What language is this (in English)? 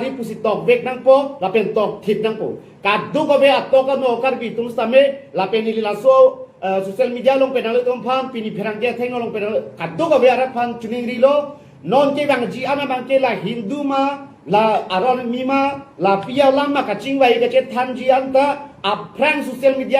Karbi